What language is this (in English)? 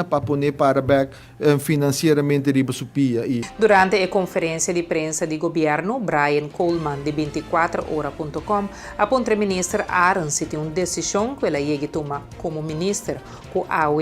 Papiamento